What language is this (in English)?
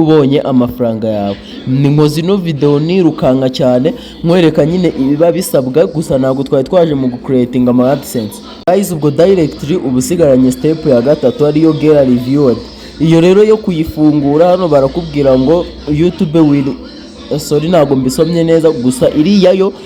Kinyarwanda